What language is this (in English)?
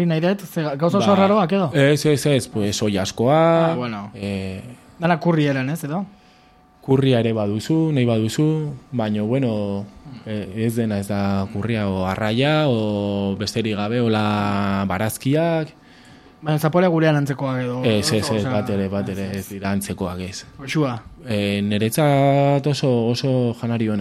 Basque